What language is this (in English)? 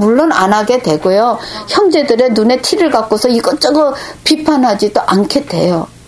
Korean